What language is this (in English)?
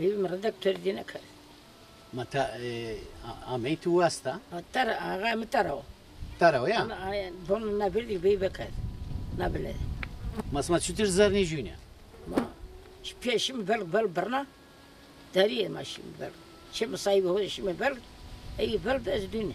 Zaza